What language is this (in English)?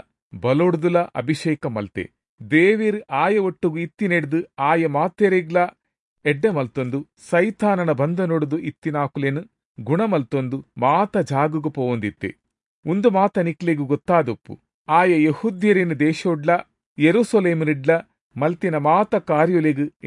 Tulu